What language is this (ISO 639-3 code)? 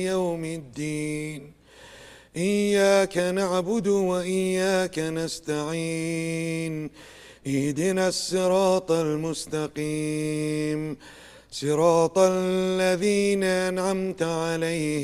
kur